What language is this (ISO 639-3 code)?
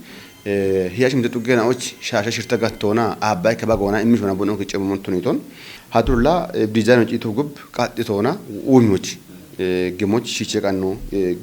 kbr